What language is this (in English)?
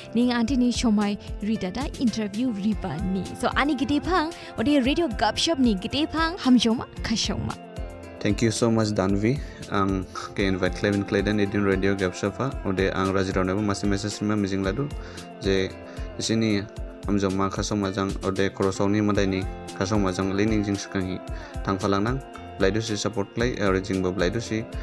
Dimasa